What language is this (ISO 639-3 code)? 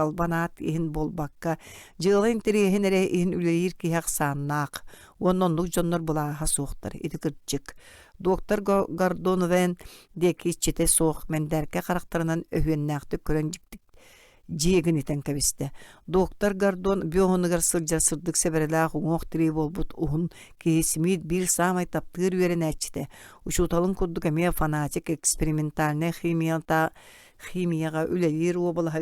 sah